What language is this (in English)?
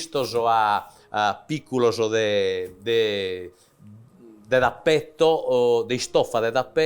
Sardinian